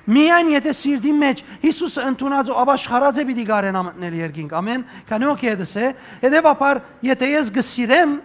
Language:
Western Armenian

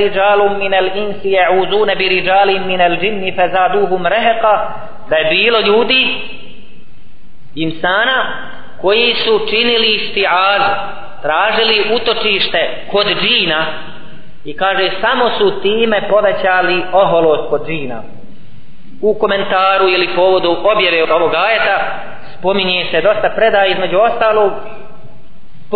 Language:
Bosnian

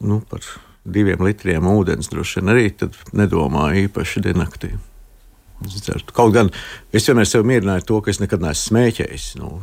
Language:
Latvian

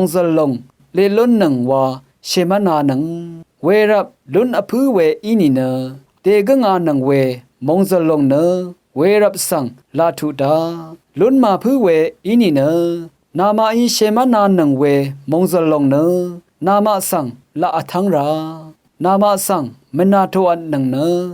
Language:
Rawang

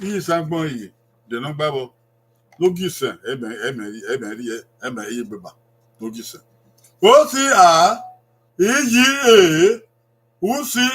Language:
Bini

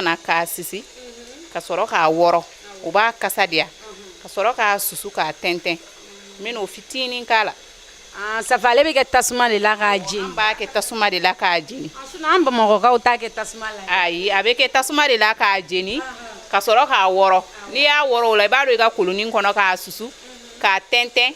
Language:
Bambara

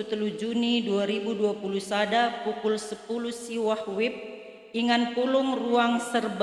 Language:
Batak Karo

